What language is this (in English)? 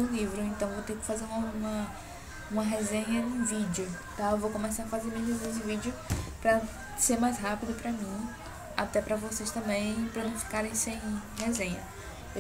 Portuguese